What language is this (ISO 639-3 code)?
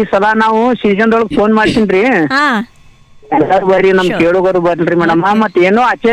kan